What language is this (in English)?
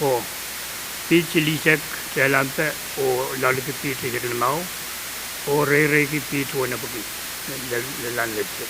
Pohnpeian